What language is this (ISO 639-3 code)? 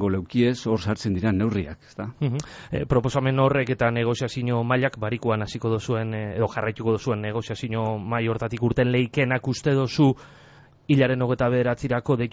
eus